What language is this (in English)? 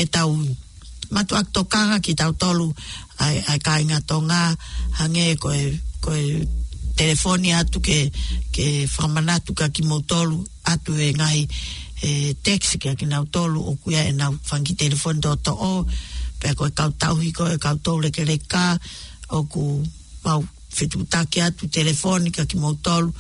Tongan